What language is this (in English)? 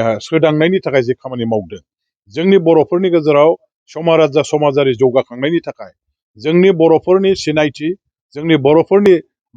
Bodo